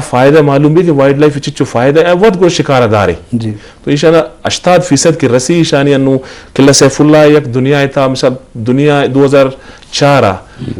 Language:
Eastern Balochi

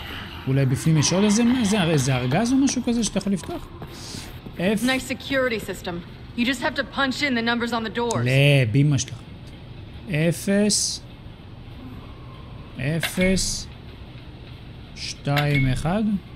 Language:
Hebrew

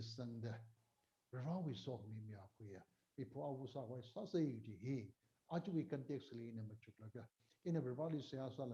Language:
Tangkhul Naga (India)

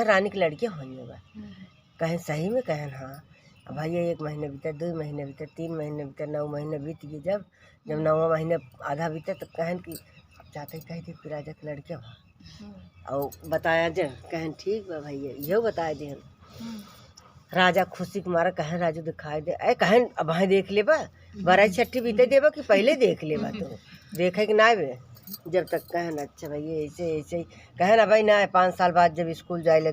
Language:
Awadhi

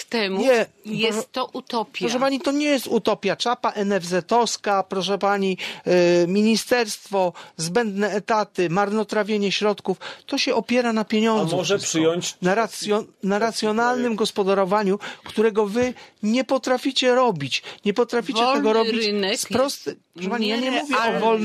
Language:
Polish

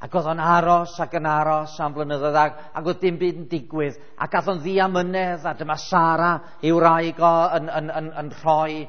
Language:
Welsh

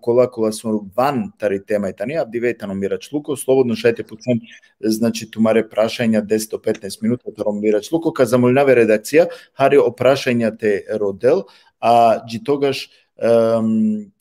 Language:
Balkan Romani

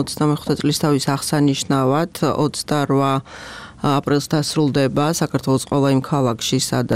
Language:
Georgian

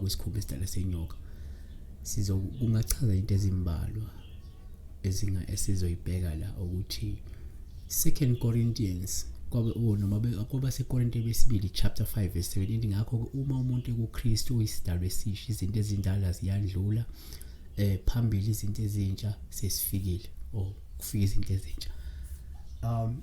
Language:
Zulu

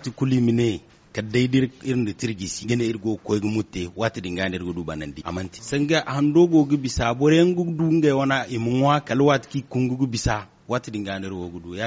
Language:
Zarma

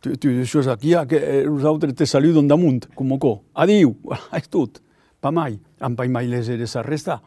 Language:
Occitan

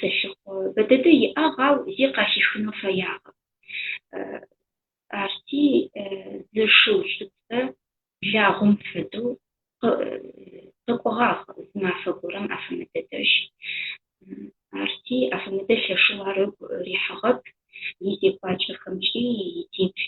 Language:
Adyghe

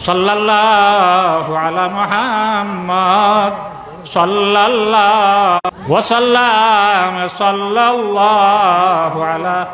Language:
Sylheti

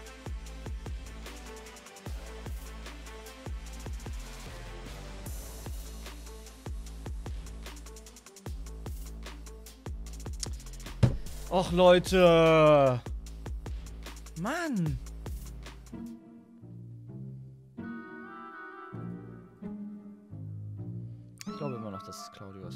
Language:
German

